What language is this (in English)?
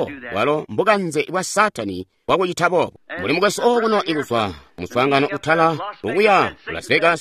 Tonga (Zambia)